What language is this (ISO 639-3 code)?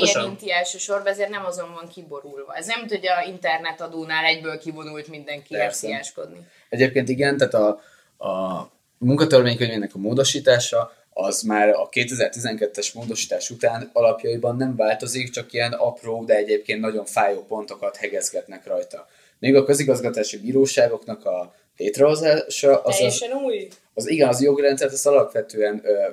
hun